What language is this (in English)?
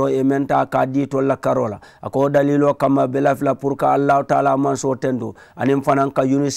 Mandingo